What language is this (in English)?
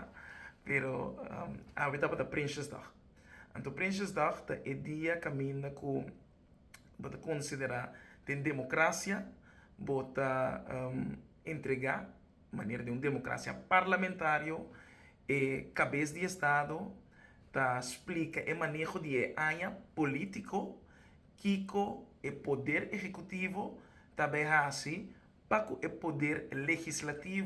Papiamento